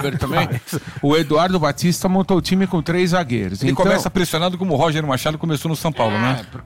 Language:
Portuguese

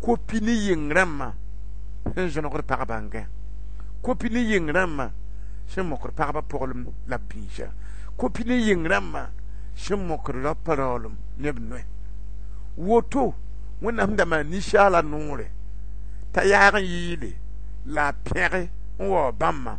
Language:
Mossi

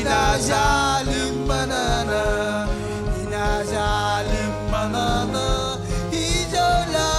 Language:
Marshallese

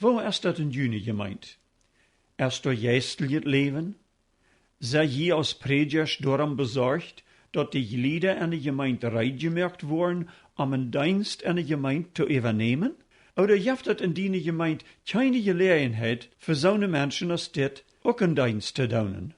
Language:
Plautdietsch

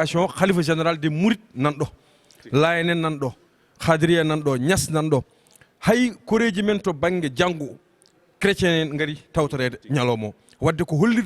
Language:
Fula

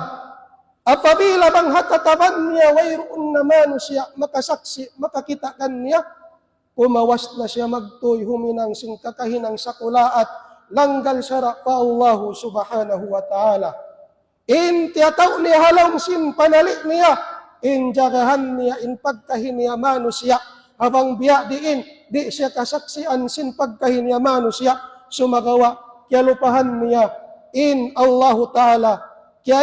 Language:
Tausug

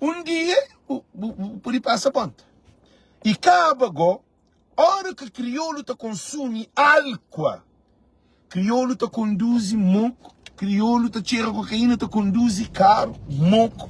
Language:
Kabuverdianu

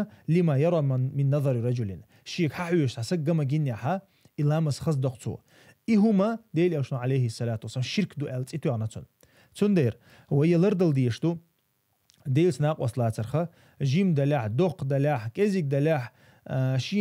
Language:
Chechen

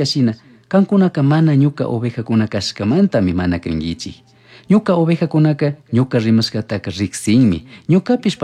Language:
Chimborazo Highland Quichua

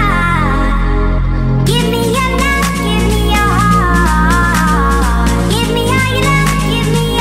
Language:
English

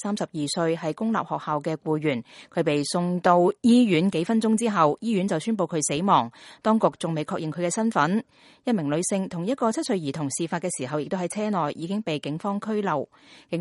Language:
Cantonese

